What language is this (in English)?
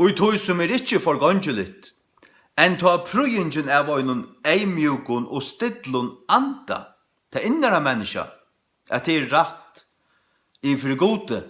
Faroese